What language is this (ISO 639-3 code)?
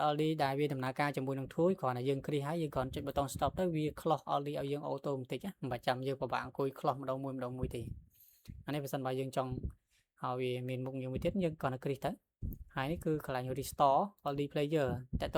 khm